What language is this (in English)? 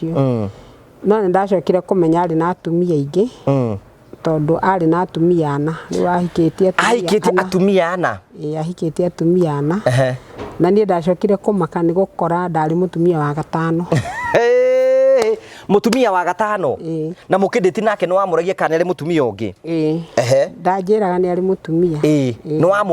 Kikuyu